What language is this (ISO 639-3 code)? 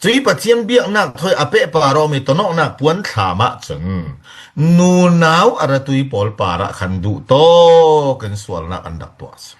cfm